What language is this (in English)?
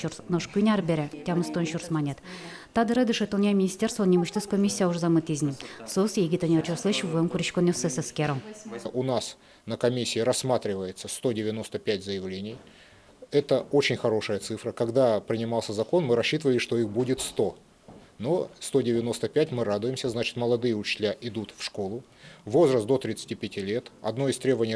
Udmurt